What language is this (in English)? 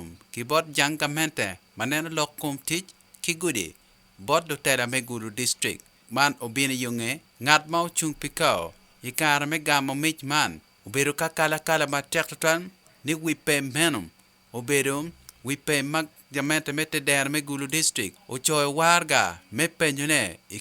Acoli